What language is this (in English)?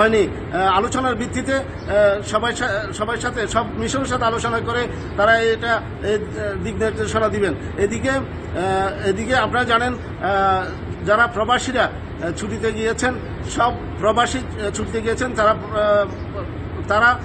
Bangla